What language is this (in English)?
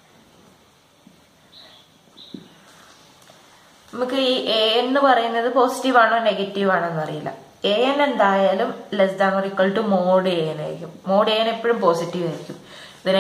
Malayalam